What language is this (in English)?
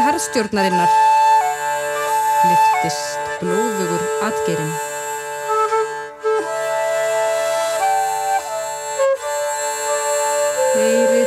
Icelandic